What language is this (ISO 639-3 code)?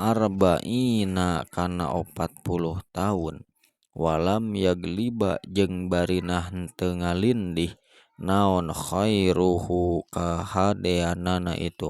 sun